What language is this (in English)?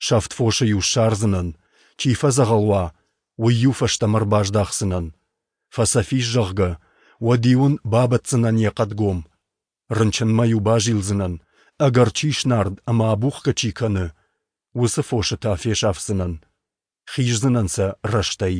Ossetic